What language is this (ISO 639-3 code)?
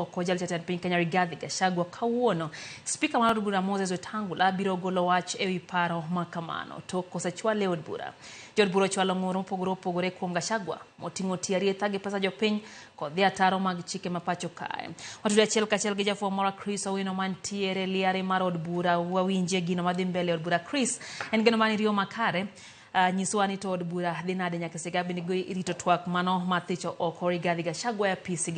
luo